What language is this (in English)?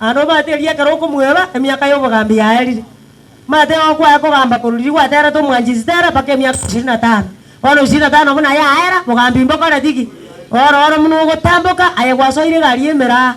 Gusii